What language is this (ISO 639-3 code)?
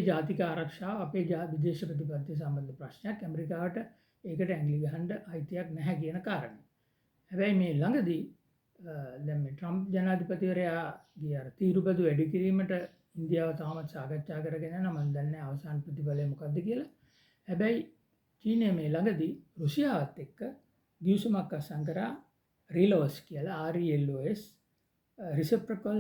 sin